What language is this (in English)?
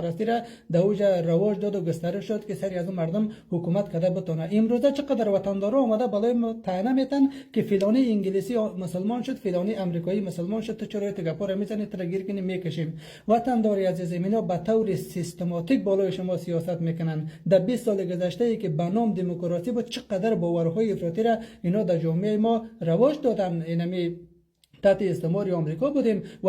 Persian